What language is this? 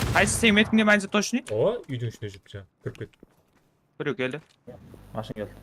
Kara-Kalpak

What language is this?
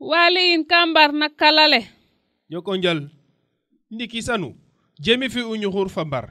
Serer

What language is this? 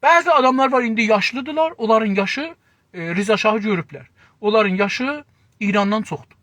South Azerbaijani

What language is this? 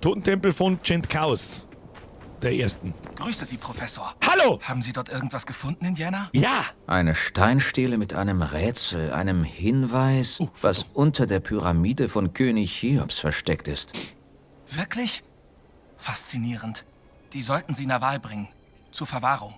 Bavarian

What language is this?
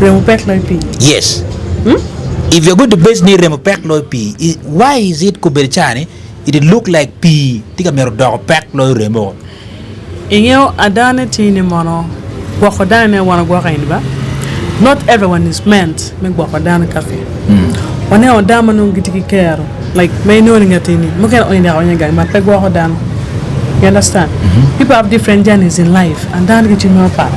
Acoli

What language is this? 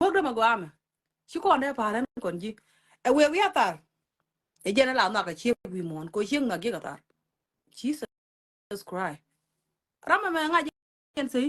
Nuer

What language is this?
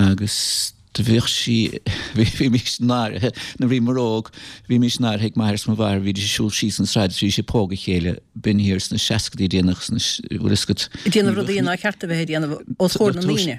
Irish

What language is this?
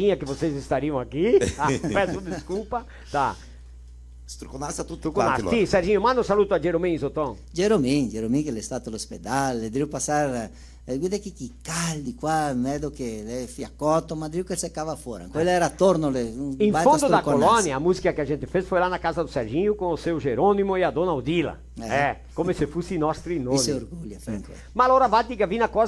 Venetian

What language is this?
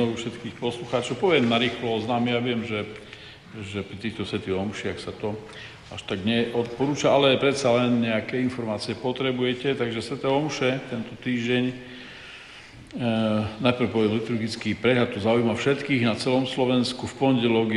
Slovak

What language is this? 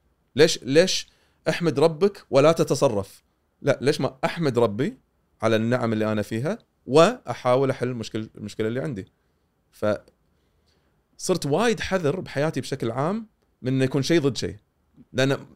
Gulf Arabic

